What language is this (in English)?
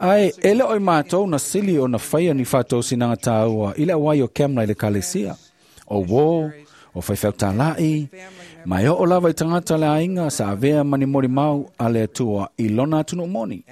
Samoan